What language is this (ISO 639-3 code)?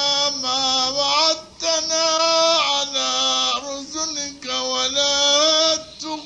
zza